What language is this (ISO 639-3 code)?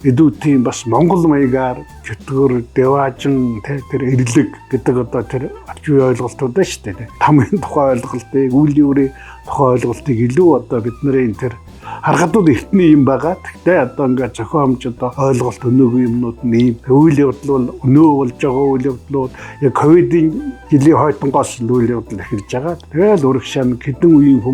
mon